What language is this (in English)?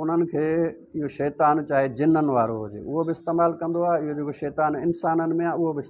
Sindhi